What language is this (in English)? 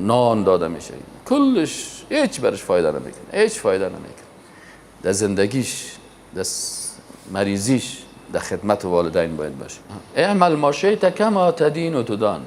Persian